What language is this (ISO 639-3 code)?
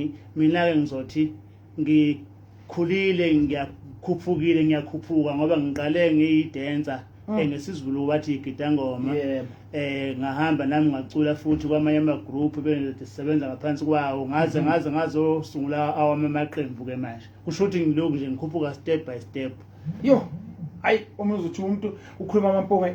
zul